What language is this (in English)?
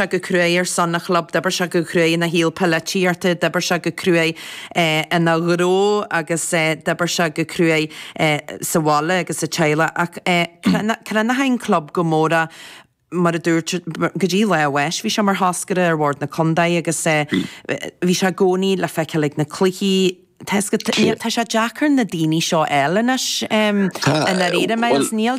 Irish